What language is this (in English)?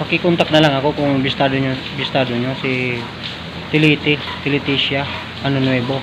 Bikol